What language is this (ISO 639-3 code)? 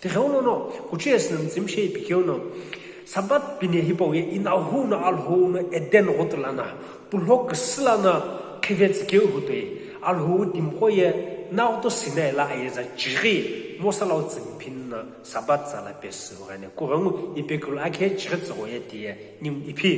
nsm